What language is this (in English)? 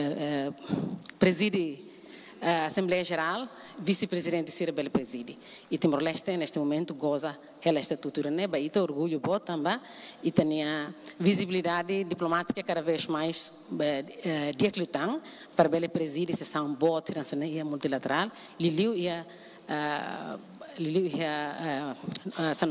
Tetum